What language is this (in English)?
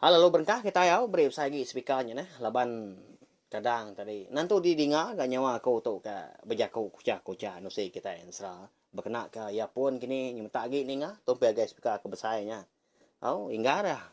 Iban